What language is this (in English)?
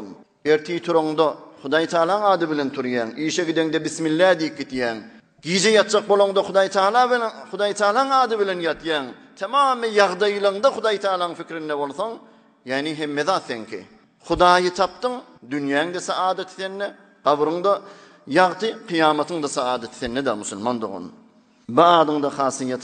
Turkmen